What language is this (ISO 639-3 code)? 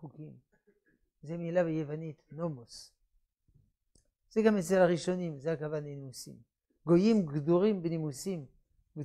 heb